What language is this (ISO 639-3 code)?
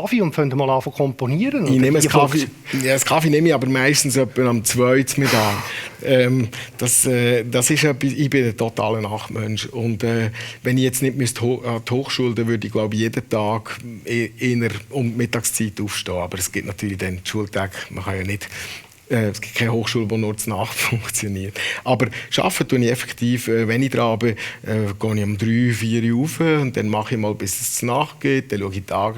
gsw